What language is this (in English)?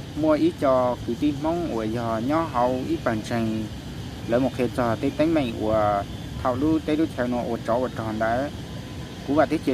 Hmong